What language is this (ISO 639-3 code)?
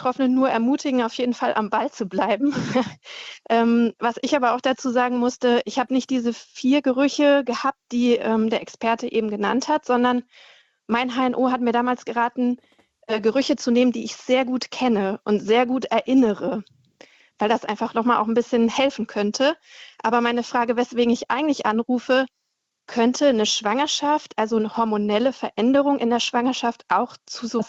deu